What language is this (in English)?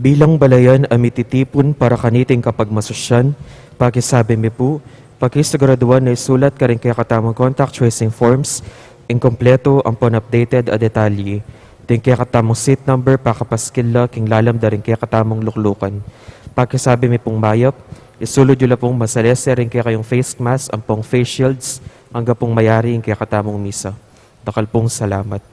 Pampanga